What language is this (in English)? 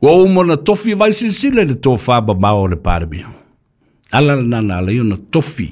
Samoan